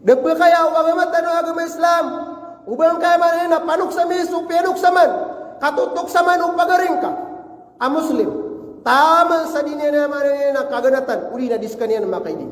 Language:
Maranao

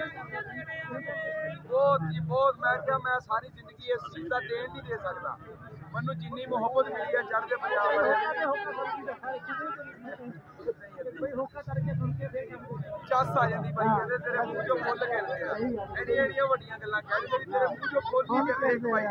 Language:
Punjabi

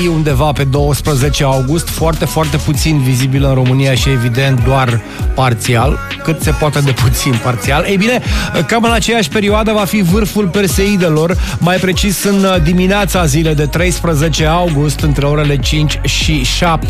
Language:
Romanian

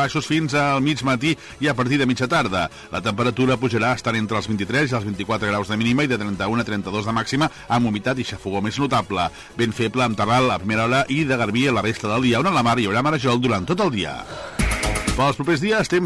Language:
Catalan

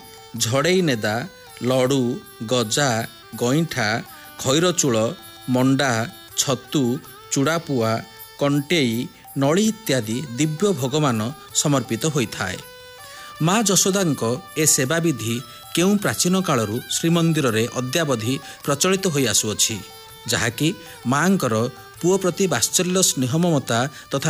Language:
Odia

